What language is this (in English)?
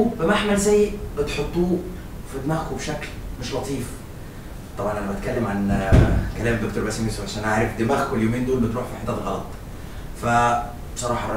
Egyptian Arabic